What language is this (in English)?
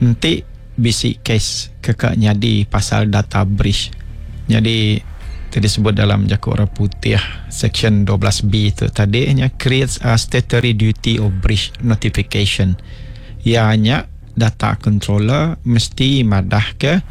Iban